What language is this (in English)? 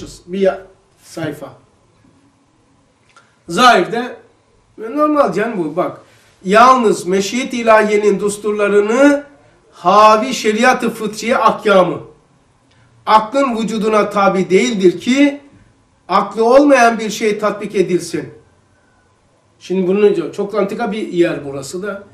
Turkish